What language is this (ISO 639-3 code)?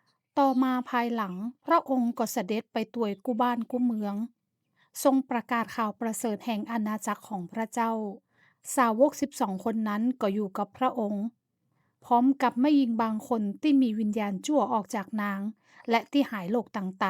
nod